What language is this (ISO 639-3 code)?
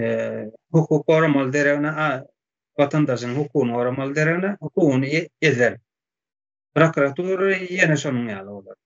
tuk